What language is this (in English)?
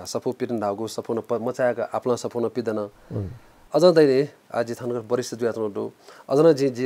Newari